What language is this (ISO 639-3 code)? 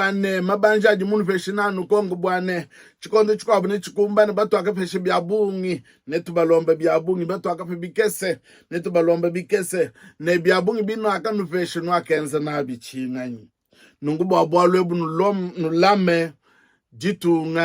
lua